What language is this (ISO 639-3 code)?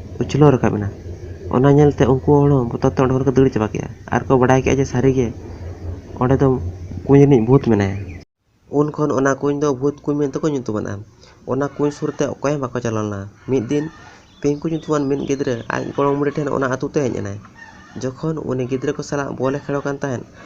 sat